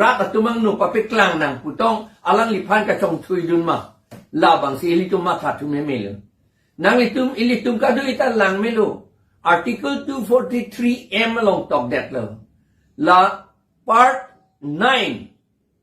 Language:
Karbi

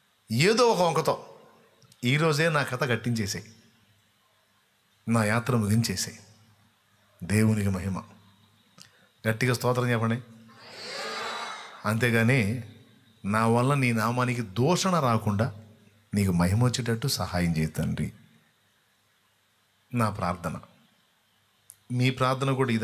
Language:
Telugu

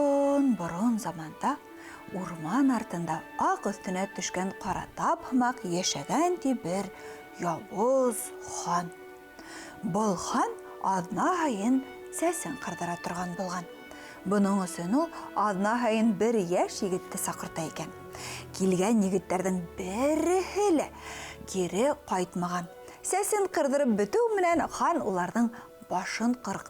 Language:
Bashkir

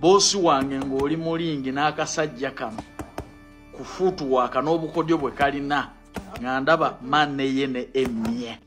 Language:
Ganda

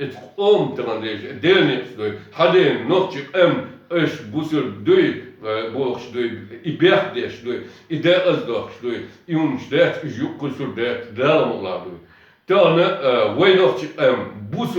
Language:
Chechen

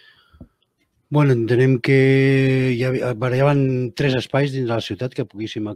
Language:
Catalan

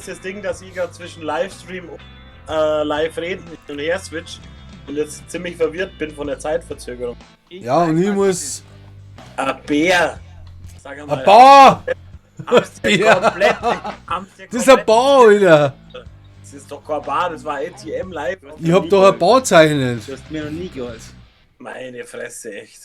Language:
Bavarian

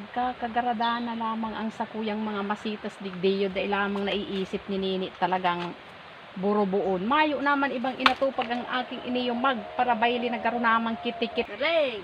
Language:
Bikol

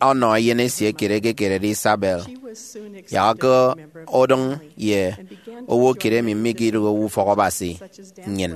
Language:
Efik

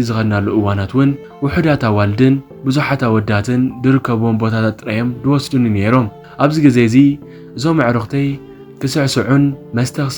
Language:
Tigrinya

